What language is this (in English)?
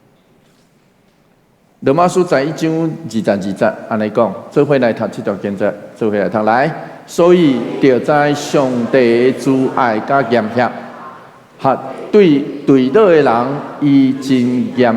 Min Nan Chinese